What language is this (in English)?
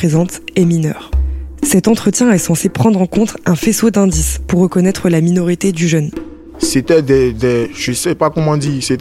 French